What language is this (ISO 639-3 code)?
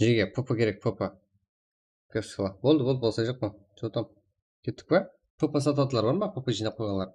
kaa